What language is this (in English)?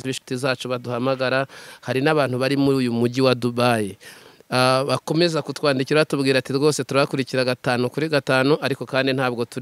Kinyarwanda